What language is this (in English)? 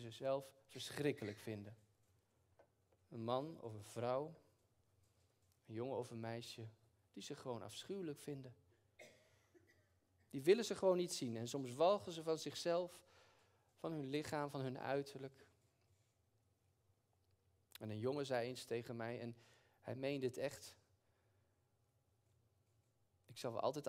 Dutch